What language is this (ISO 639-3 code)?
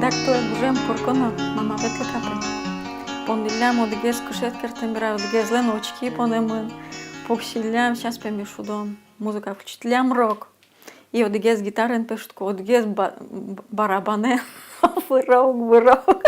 udm